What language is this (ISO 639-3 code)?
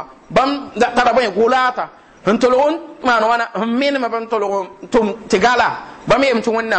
mos